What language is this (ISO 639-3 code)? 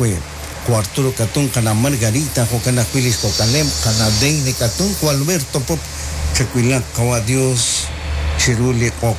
kek